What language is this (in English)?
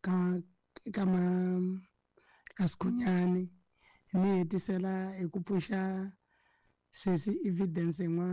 Tsonga